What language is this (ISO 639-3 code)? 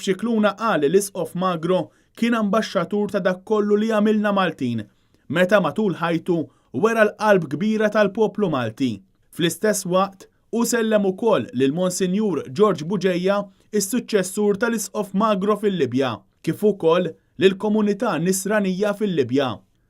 mlt